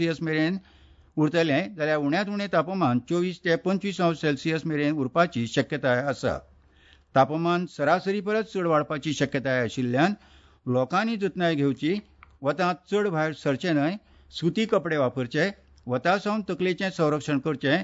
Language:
Konkani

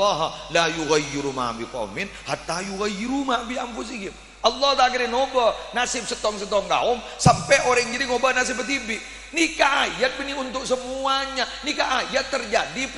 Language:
Madurese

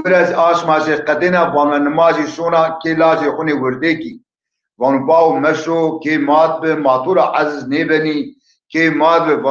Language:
Zaza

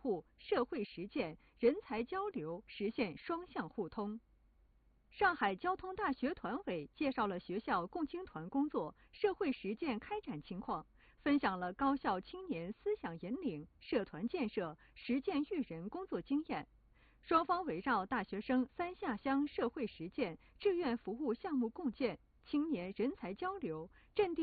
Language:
Chinese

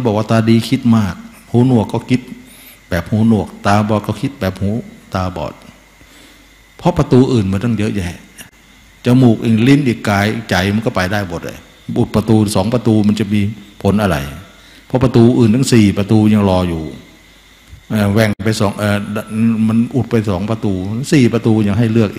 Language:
Thai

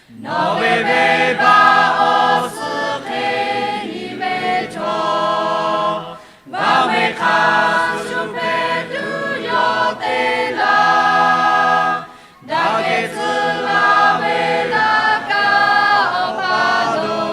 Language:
Lahu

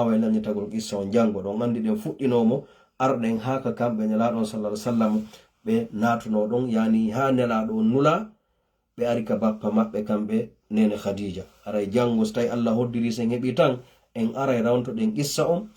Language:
Fula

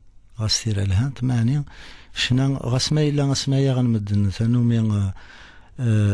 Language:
Kabyle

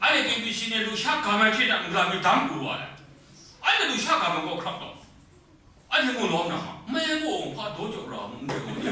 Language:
Kachin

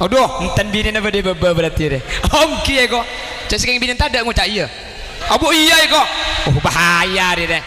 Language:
Madurese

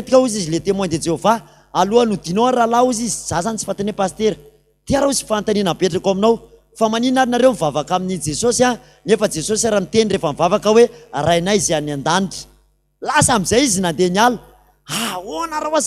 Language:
Malagasy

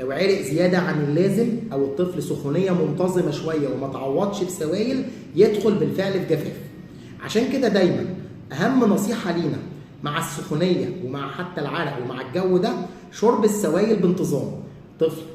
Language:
Egyptian Arabic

